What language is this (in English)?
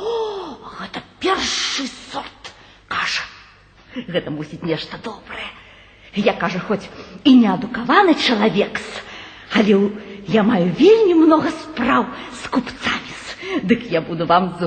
Belarusian